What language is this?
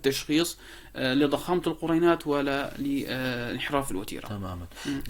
North Levantine Arabic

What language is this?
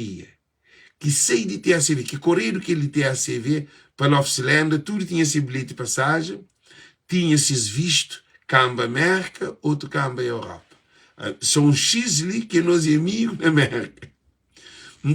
Kabuverdianu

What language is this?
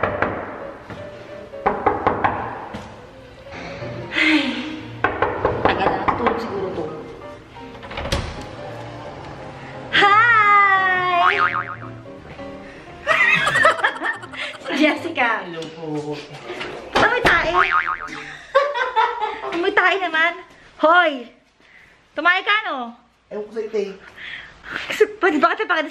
Filipino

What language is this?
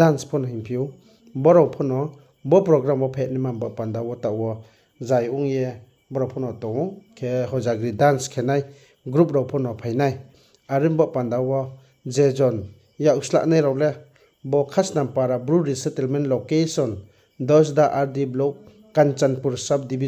Riang (India)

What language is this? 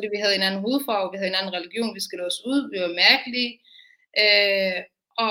Danish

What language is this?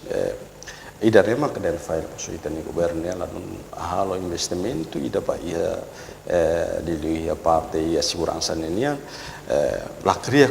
Tetum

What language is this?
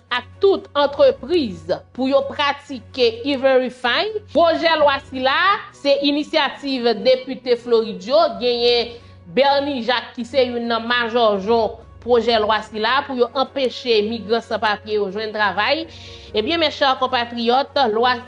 Haitian Creole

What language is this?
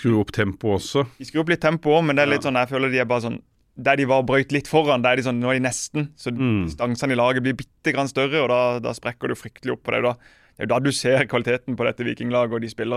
Norwegian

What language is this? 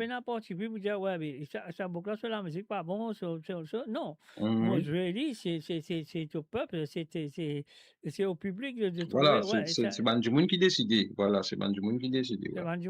Morisyen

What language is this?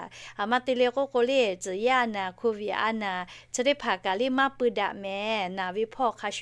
Lahu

